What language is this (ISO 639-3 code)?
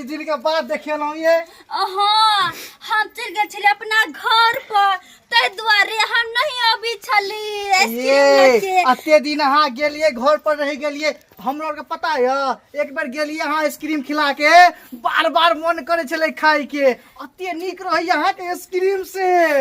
mai